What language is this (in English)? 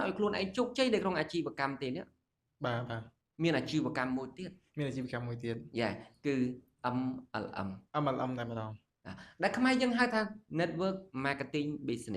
Khmer